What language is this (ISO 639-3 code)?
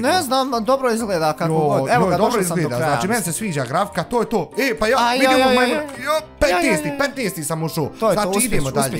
bos